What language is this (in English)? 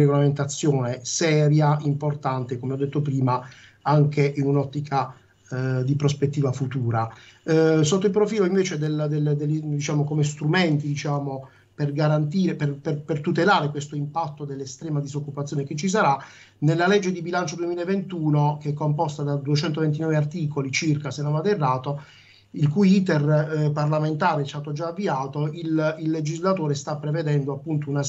Italian